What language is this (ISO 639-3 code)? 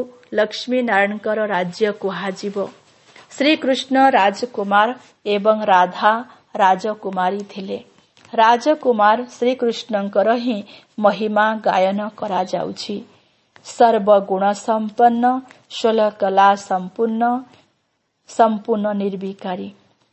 ori